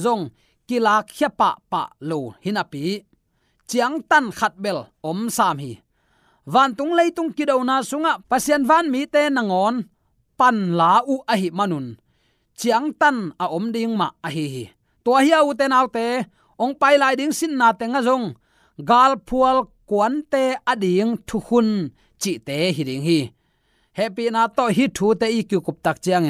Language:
Tedim Chin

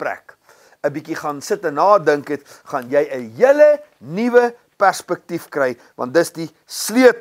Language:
Afrikaans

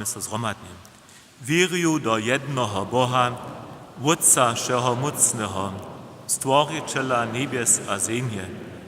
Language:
Upper Sorbian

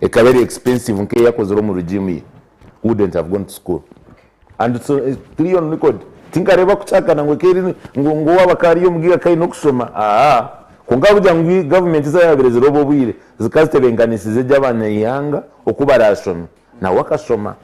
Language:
Nyankole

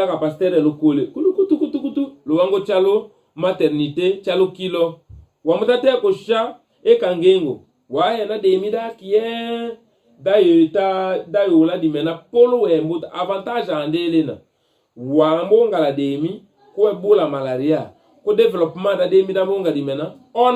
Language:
Tetela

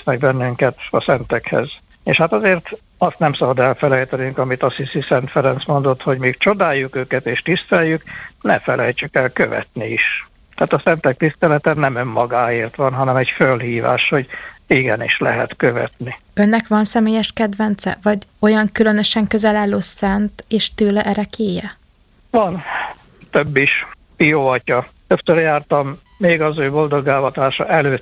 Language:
Hungarian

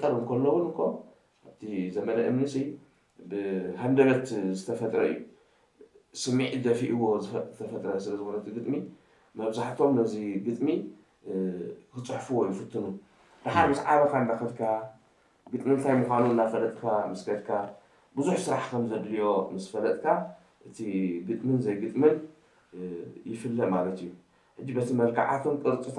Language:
Tigrinya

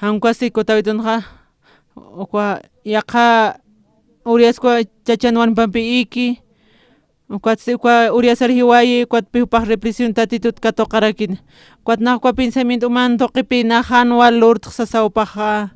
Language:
Aymara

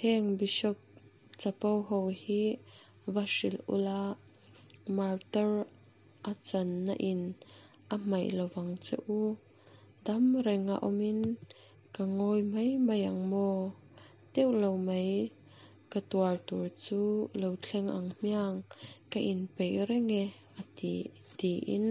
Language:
Mizo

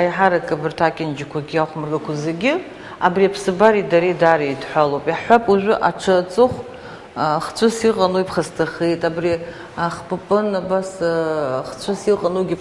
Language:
Abkhazian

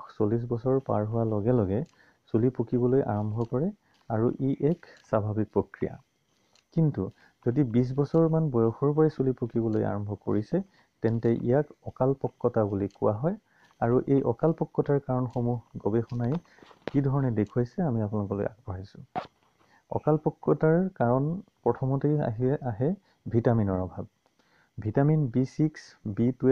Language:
Assamese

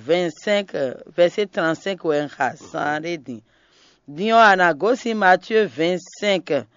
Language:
Fon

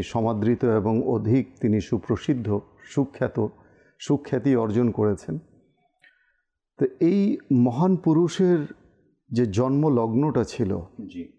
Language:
Bangla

